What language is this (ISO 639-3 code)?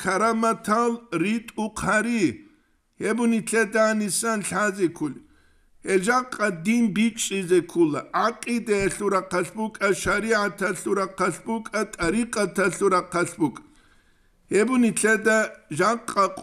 ava